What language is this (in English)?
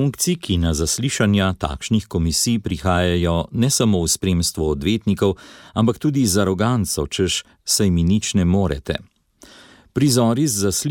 Slovenian